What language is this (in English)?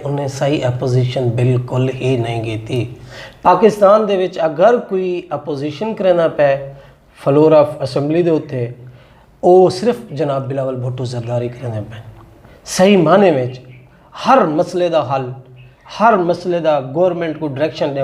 Saraiki